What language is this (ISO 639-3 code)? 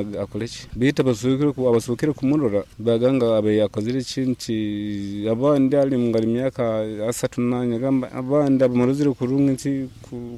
nyo